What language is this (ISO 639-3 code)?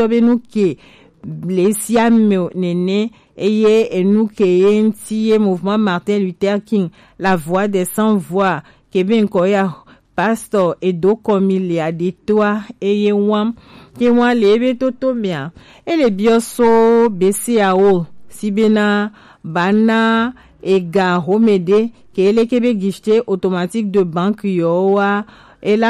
gej